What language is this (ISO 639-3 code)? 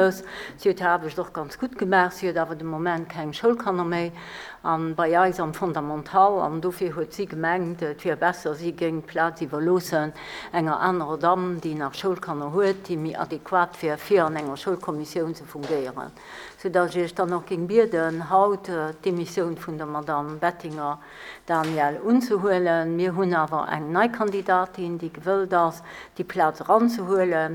ltz